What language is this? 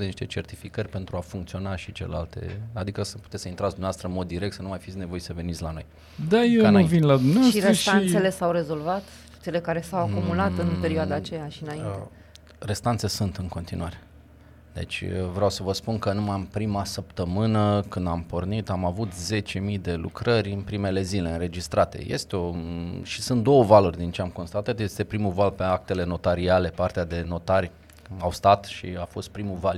Romanian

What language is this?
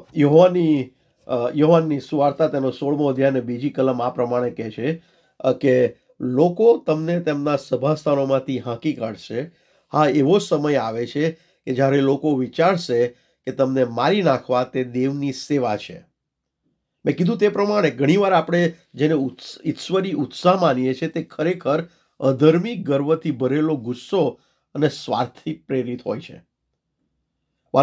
Gujarati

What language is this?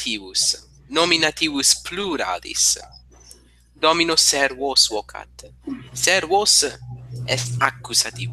Latin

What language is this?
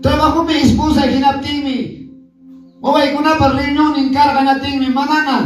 Quechua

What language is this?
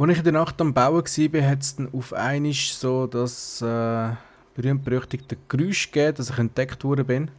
Swiss German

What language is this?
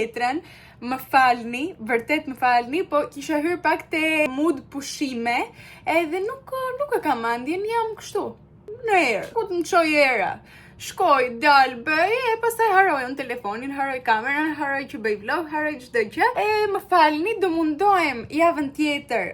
Albanian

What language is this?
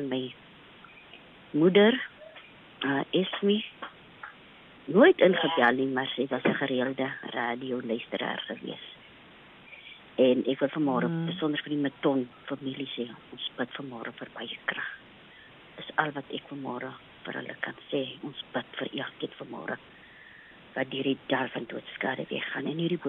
Afrikaans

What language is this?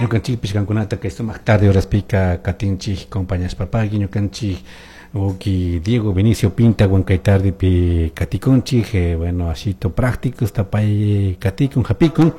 Chimborazo Highland Quichua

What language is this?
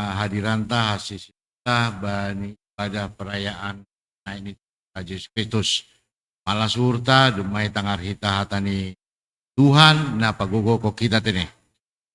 Batak Simalungun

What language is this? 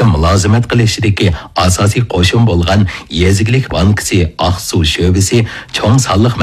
Uyghur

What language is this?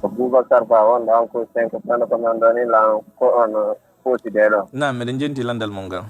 Fula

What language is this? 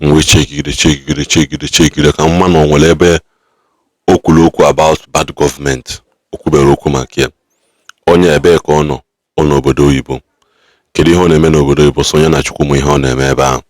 Igbo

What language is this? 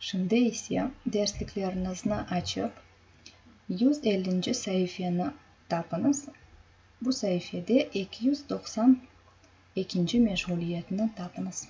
Crimean Tatar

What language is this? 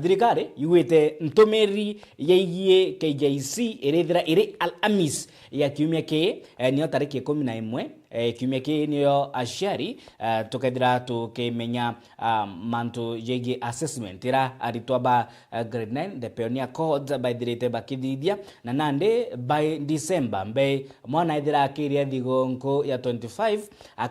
Meru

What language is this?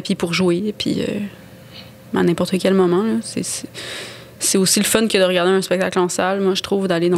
French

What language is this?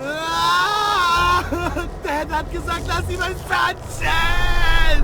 Bavarian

